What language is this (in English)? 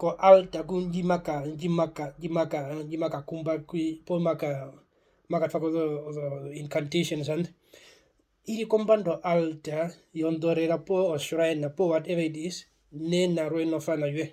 Herero